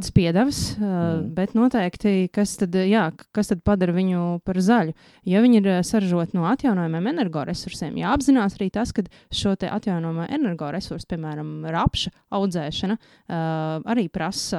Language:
Latvian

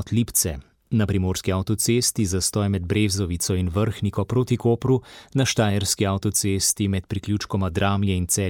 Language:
Slovenian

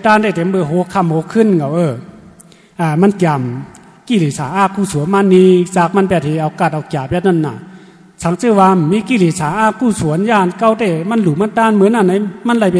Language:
Shan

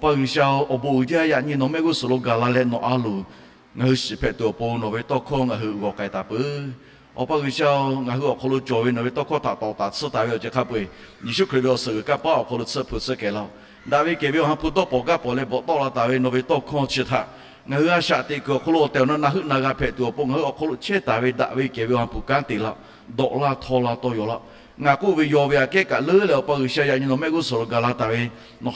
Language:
Lahu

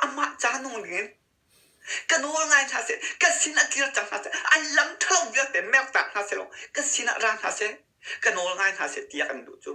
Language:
Hakha Chin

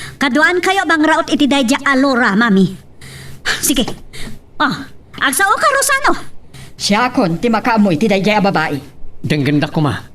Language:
Iloko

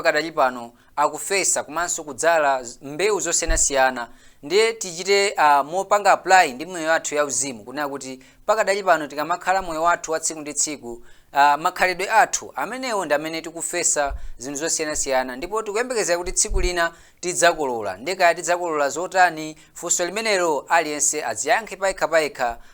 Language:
Nyanja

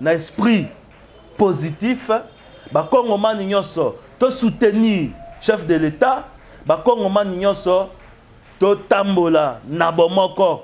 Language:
Lingala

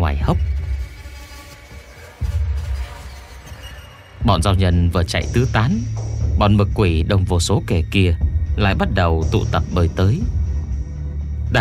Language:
Vietnamese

